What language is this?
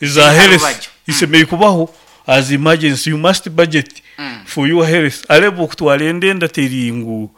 Nyoro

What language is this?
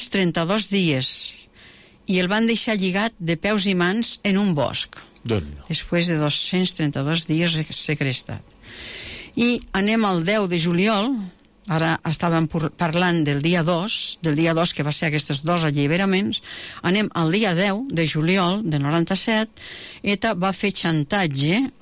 Catalan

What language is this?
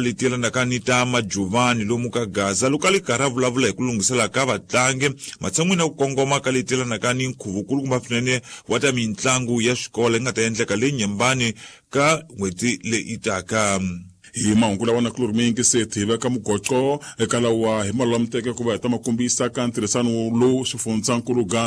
Tsonga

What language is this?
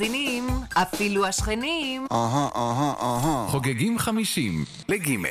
Hebrew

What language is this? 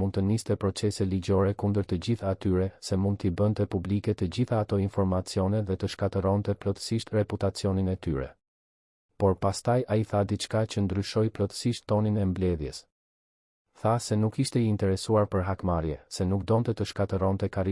Albanian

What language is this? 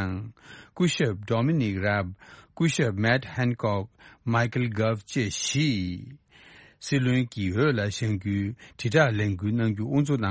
Tibetan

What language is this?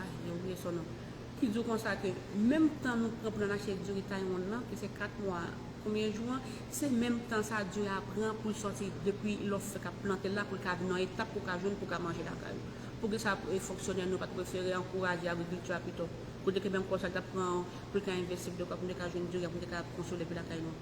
Haitian Creole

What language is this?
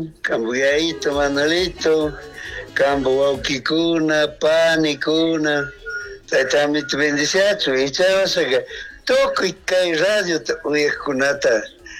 Chimborazo Highland Quichua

